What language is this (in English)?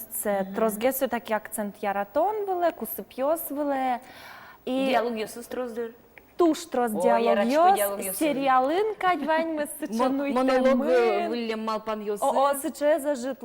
Udmurt